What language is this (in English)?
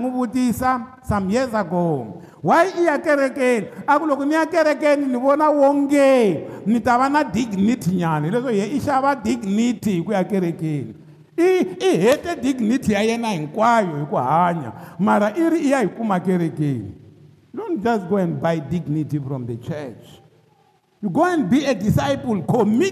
Tsonga